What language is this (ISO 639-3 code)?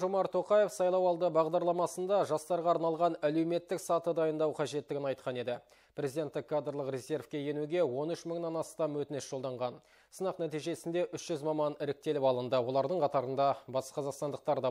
kaz